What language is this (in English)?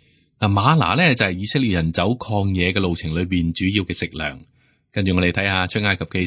Cantonese